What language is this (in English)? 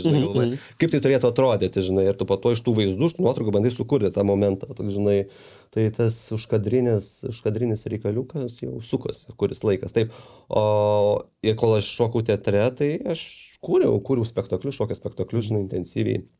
Lithuanian